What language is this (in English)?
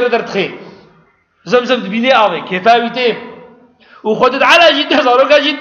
Kurdish